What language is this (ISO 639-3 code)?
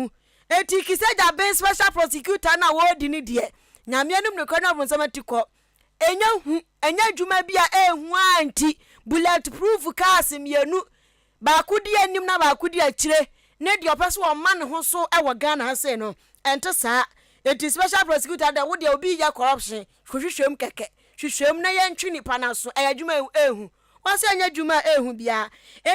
aka